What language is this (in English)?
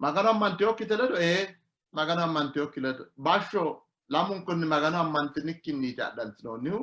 Sidamo